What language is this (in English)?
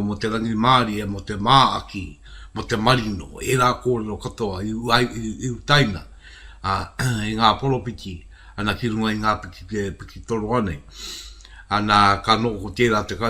Māori